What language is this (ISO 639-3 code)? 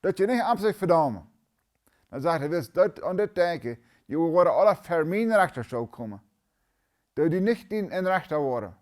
pdt